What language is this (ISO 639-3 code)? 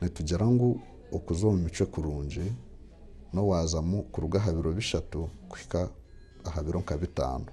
nyn